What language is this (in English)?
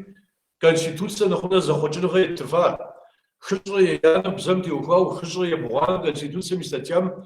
Kabardian